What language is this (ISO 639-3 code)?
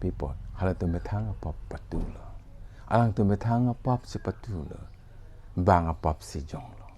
mjw